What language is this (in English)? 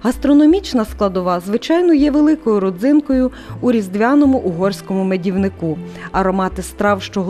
Ukrainian